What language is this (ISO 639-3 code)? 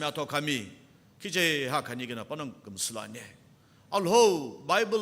nsm